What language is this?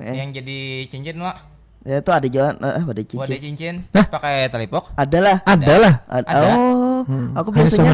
Banjar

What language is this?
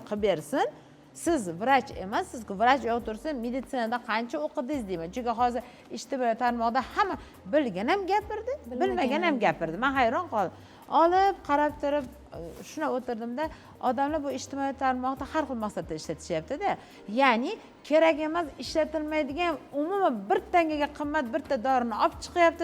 Uzbek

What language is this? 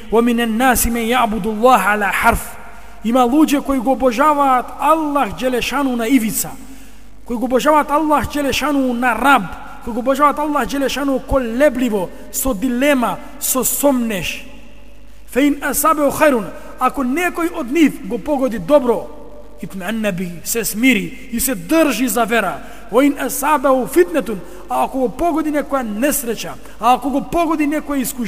Macedonian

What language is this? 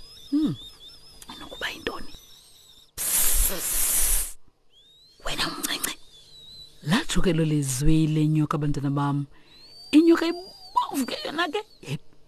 Xhosa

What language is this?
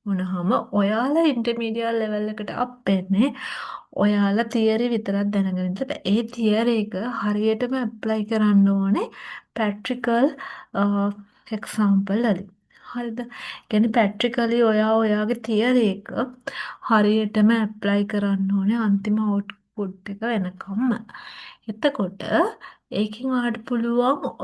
Sinhala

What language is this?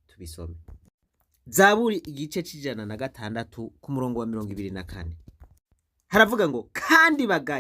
Rundi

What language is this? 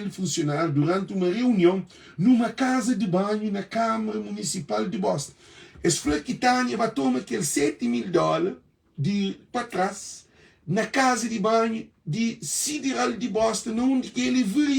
Kabuverdianu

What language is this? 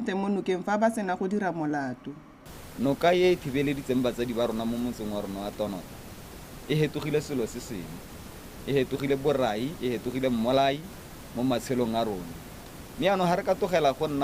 Tswana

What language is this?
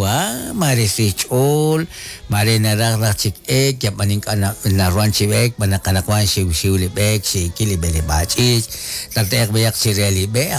Kekchí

